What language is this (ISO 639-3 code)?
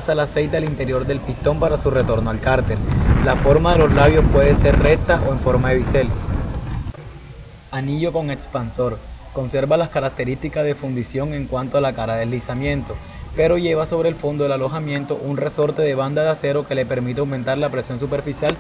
spa